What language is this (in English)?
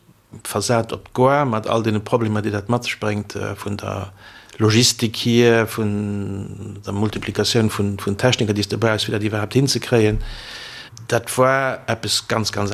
Luxembourgish